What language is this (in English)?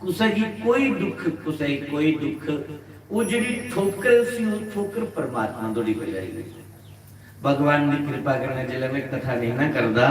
Dogri